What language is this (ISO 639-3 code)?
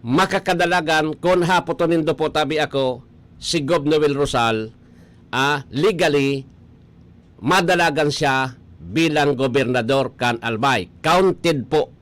bik